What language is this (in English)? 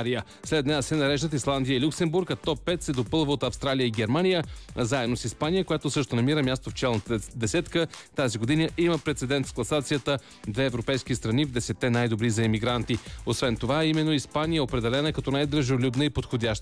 Bulgarian